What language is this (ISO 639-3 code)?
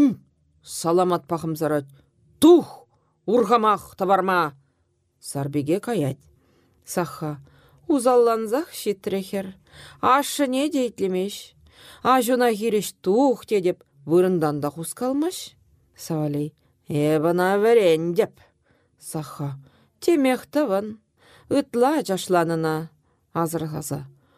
chv